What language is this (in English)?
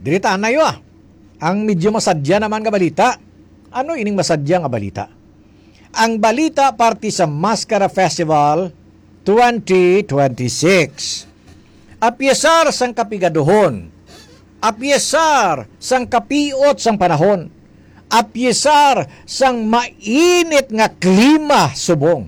Hiligaynon